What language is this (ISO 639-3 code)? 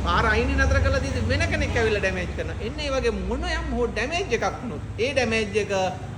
sin